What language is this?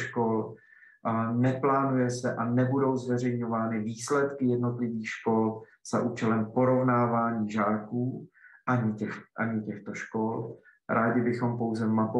Czech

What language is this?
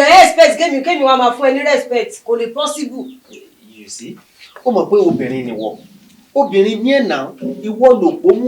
Yoruba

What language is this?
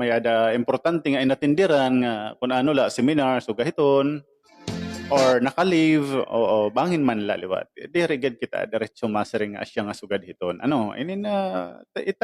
Waray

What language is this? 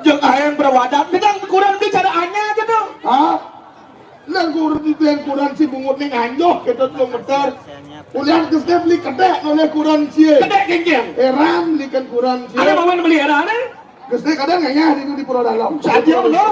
Balinese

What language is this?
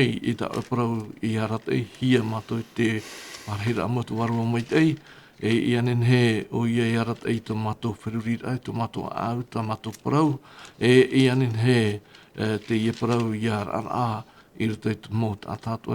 Tahitian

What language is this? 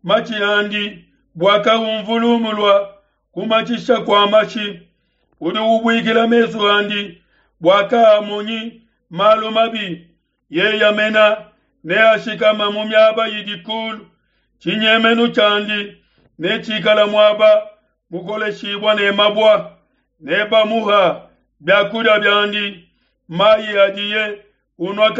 Luba-Lulua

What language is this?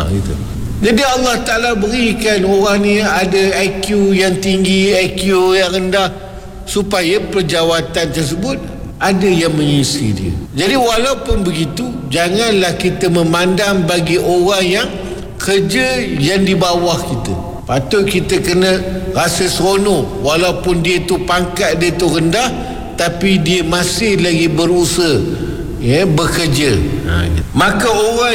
Malay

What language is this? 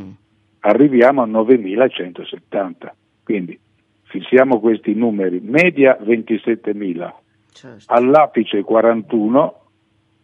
Italian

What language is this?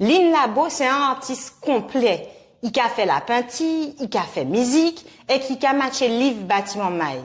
Guadeloupean Creole French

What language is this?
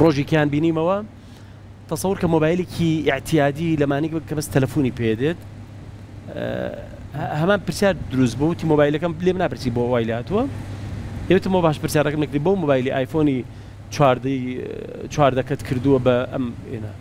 Central Kurdish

